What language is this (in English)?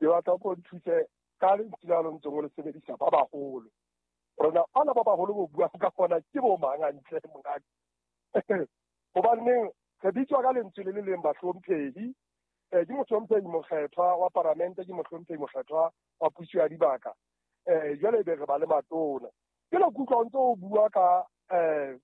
Southern Sotho